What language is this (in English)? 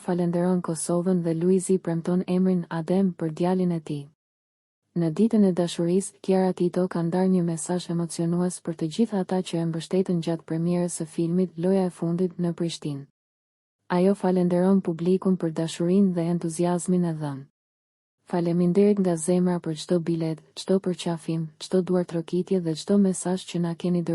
Albanian